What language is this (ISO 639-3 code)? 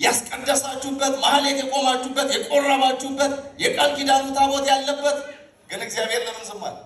amh